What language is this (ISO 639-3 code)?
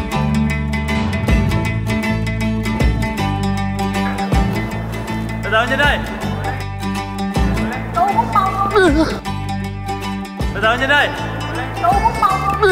vie